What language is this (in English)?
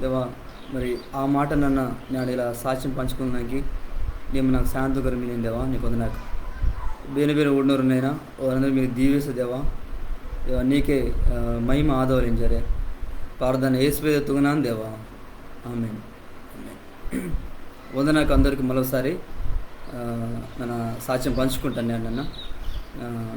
Koya